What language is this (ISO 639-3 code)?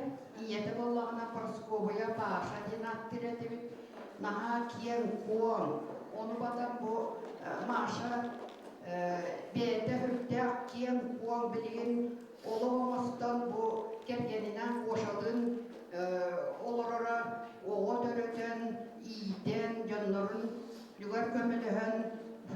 sah